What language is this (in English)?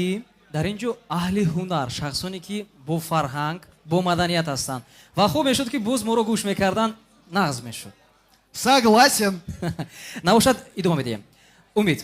Tajik